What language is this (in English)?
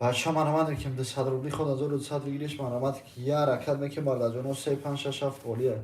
Tajik